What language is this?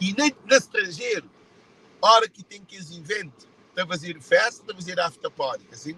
Kabuverdianu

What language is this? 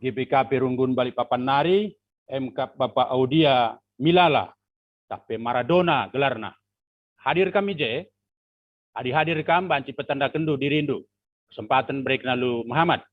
Batak Karo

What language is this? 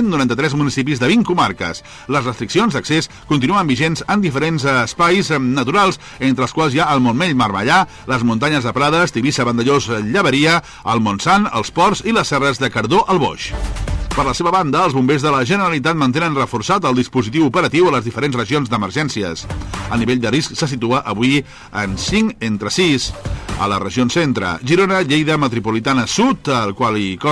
Catalan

